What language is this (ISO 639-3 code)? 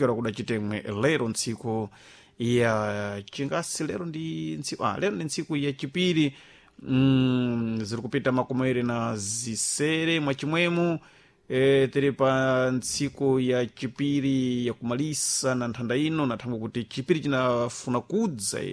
seh